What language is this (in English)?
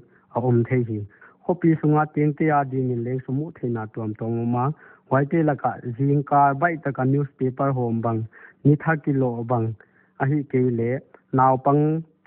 Paite Chin